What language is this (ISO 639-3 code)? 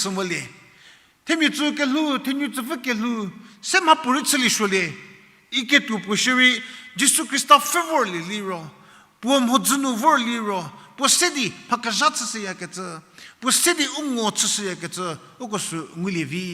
njm